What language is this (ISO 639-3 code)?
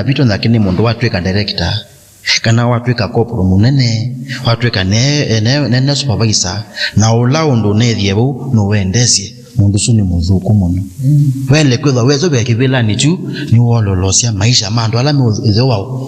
kam